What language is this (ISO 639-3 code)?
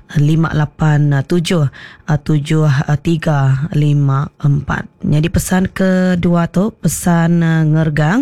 iba